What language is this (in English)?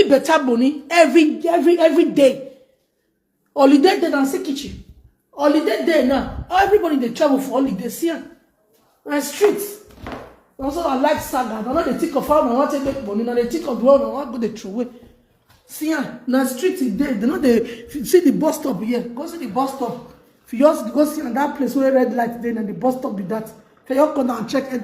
Nigerian Pidgin